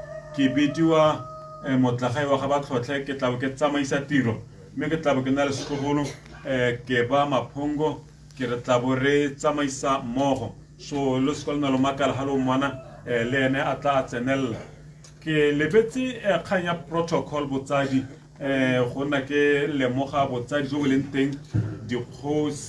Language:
Tswana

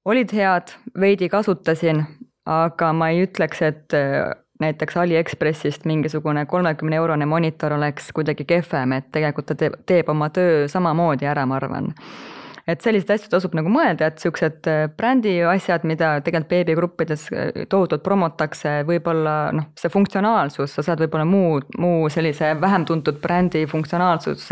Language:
Estonian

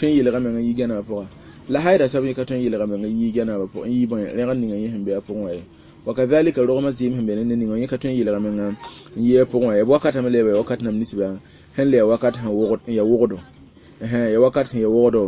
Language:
Mossi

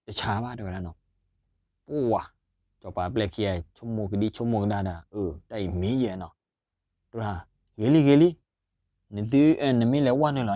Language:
S'gaw Karen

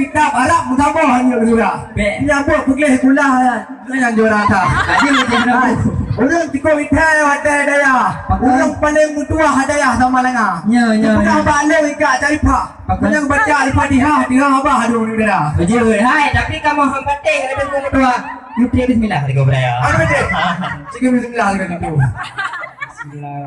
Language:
Achinese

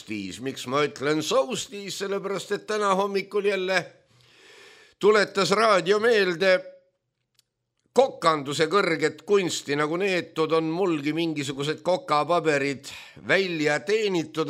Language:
Estonian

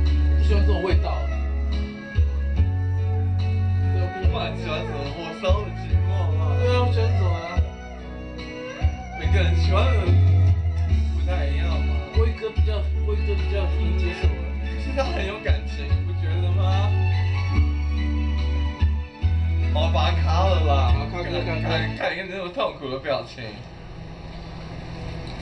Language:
Chinese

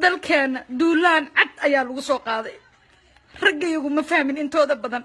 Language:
Somali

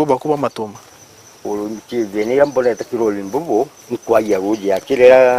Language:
Meru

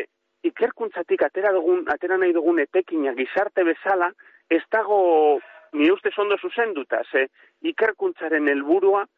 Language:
Basque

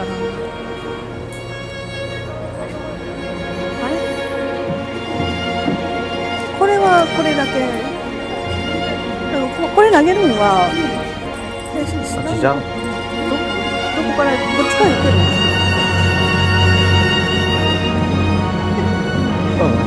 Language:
Japanese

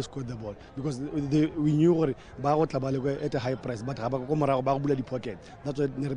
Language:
Tswana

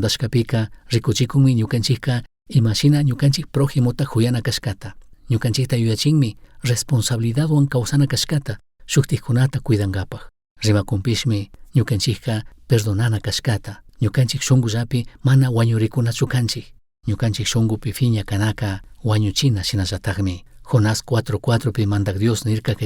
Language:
Chimborazo Highland Quichua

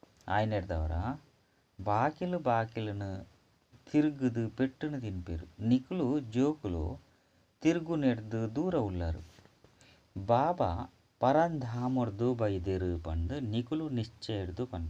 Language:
Tulu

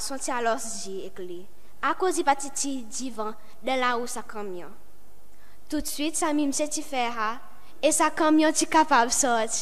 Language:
Seselwa Creole French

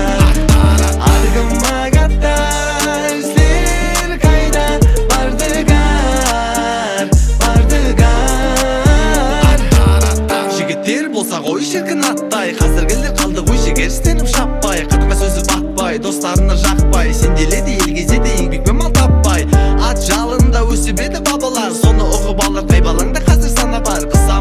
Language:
Kazakh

